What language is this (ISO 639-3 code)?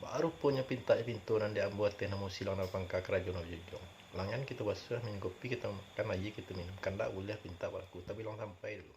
min